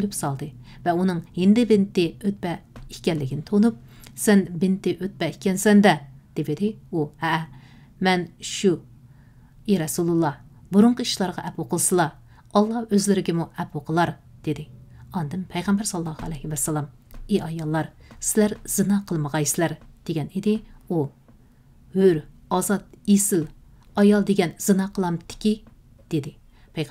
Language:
Uyghur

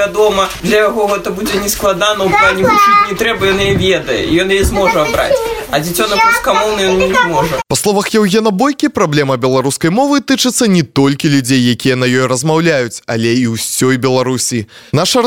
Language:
Belarusian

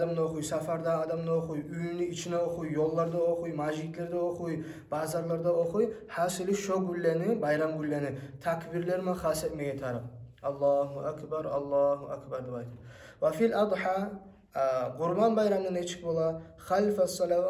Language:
Kumyk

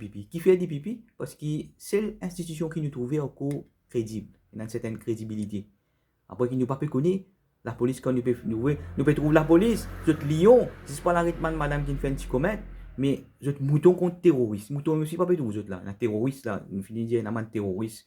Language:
Morisyen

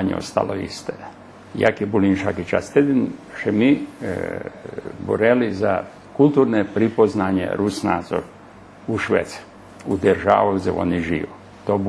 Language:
Rusyn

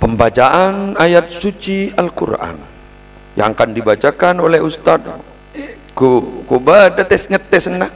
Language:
Madurese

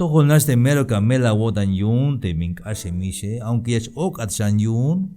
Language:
Tzeltal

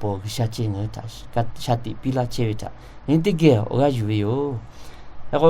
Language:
Lahu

